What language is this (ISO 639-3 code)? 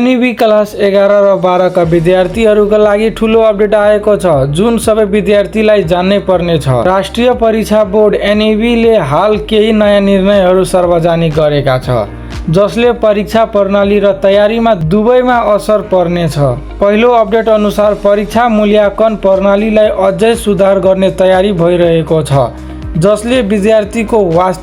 nep